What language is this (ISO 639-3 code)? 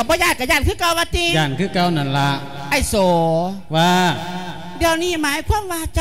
lao